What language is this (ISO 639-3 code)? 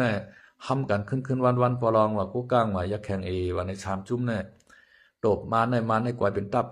shn